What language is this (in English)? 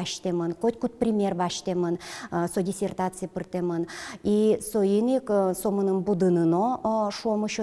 Udmurt